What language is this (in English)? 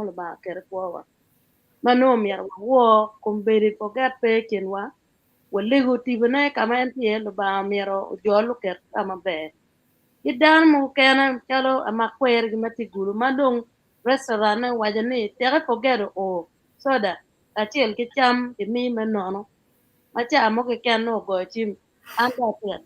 Acoli